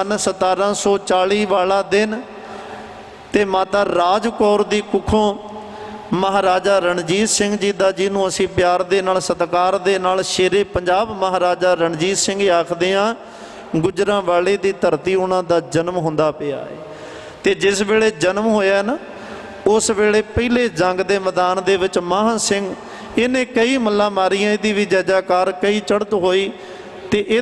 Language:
Punjabi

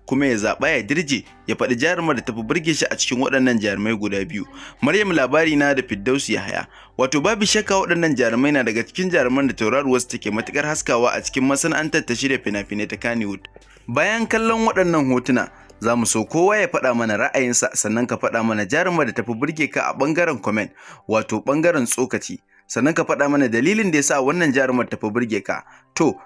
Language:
Hausa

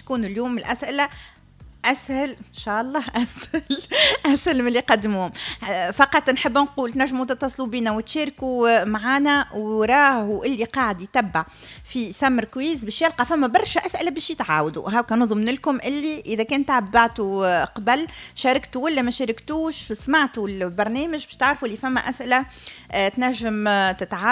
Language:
Tunisian Arabic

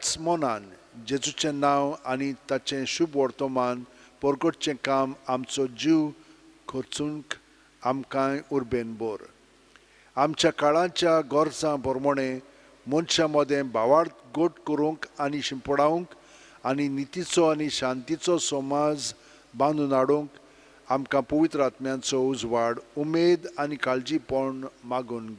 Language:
Konkani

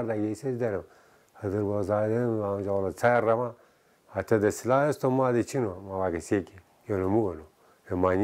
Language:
Zaza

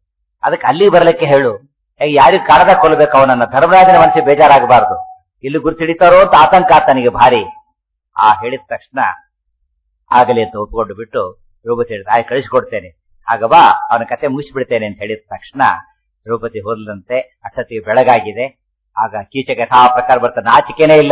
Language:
Kannada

